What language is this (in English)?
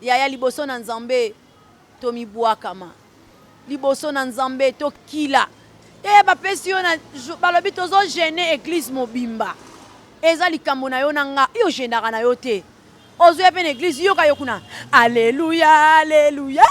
Lingala